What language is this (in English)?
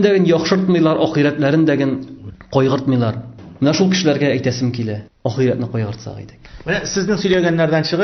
Tatar